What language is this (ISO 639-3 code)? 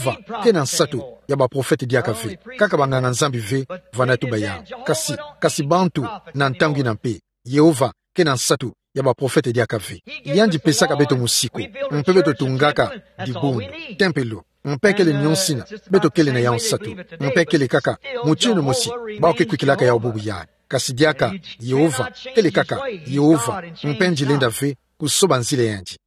ktu